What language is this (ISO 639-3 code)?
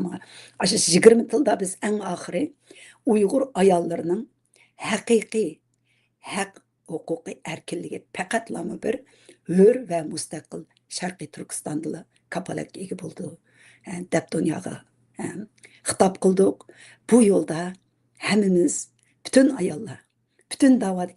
uig